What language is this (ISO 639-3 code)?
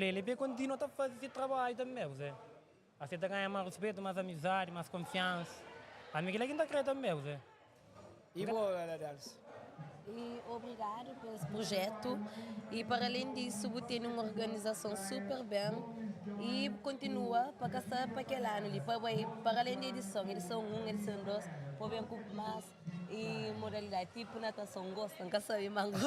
kea